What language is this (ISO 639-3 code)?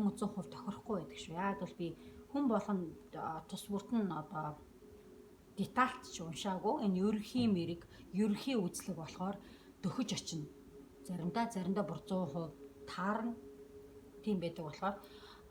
mon